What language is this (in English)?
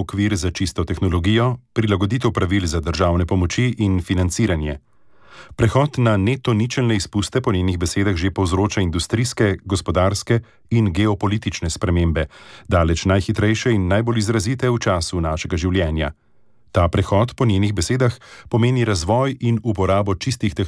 Slovenian